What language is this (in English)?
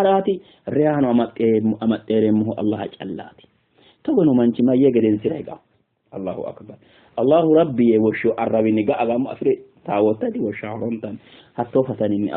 Sidamo